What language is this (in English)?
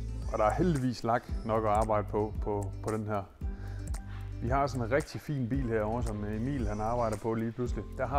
Danish